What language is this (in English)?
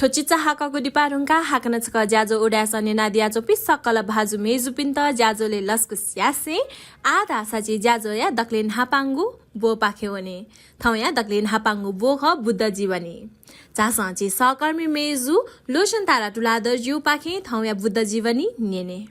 Newari